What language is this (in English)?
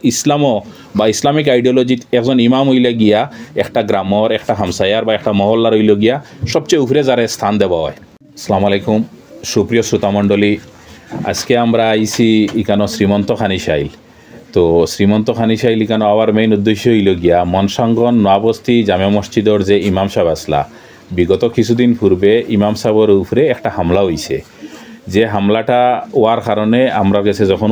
Sylheti